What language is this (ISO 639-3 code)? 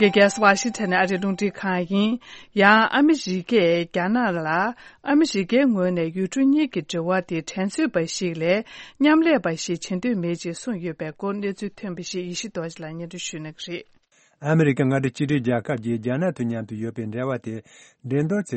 bod